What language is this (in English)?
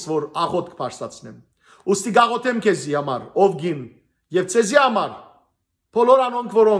Western Armenian